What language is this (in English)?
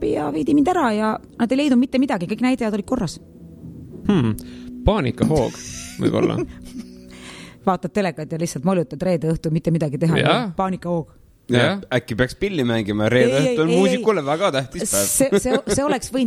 Estonian